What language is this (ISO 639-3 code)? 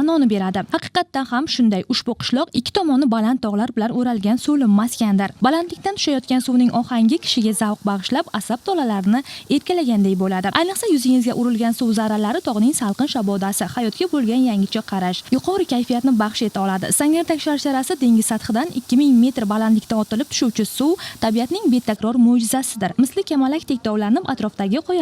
uzb